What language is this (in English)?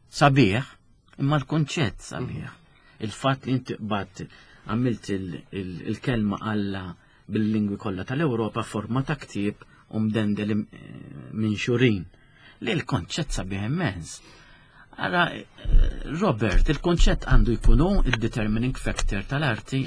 Maltese